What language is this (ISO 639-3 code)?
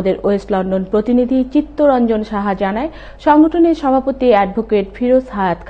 ben